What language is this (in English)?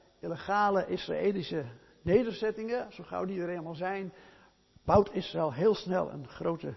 Dutch